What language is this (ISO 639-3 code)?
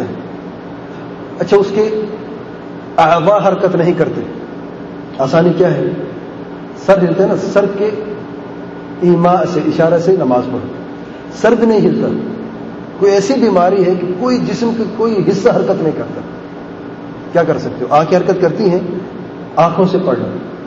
urd